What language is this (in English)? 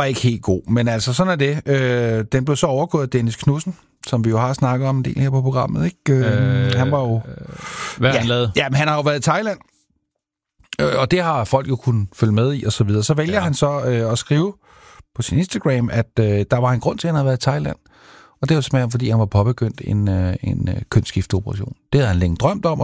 Danish